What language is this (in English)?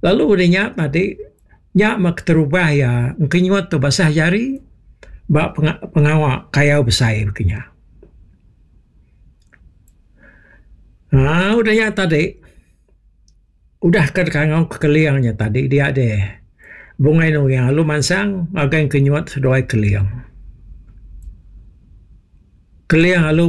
Iban